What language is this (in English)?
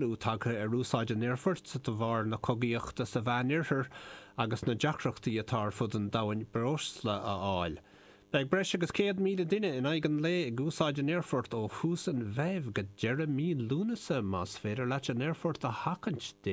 Irish